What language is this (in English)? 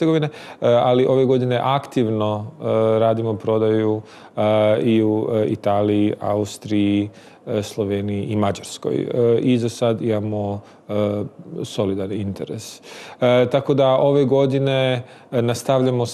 Croatian